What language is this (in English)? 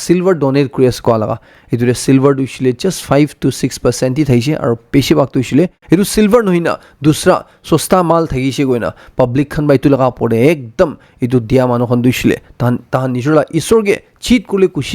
Naga Pidgin